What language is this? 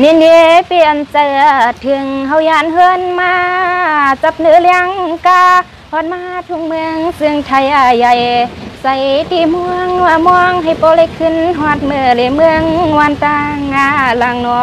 Shan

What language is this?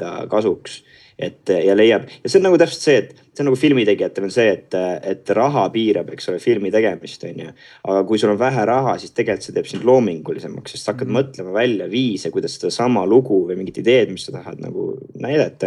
Estonian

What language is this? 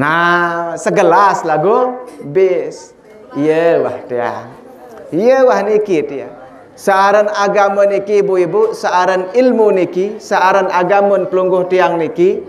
Sasak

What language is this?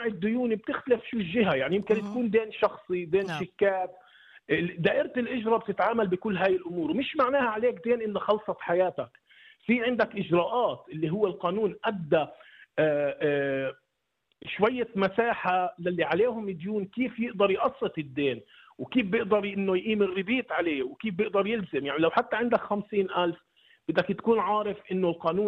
North Levantine Arabic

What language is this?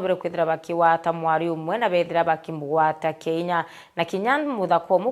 Meru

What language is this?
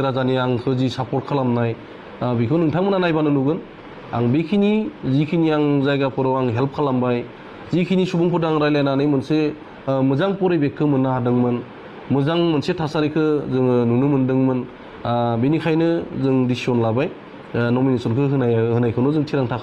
Bodo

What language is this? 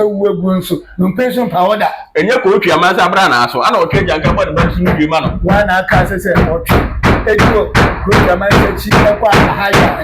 Akan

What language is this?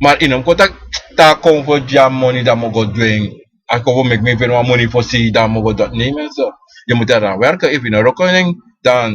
Sranan Tongo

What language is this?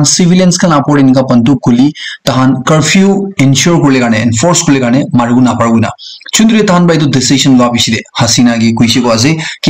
Naga Pidgin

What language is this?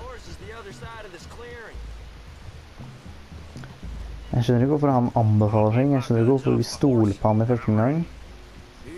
Norwegian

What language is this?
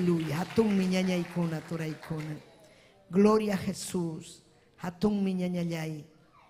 Ayacucho Quechua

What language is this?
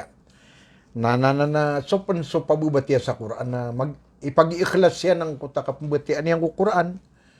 Maranao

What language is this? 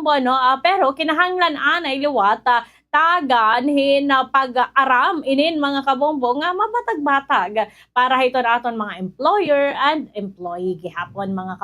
Waray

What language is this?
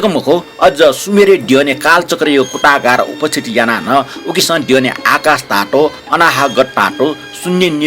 Newari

